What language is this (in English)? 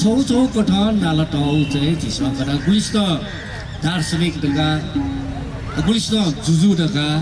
Newari